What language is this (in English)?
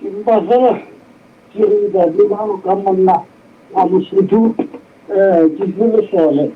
Southern Sotho